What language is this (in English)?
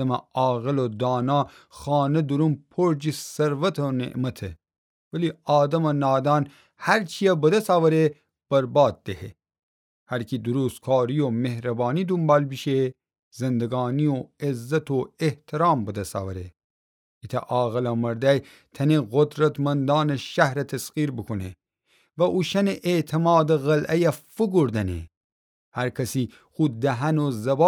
Gilaki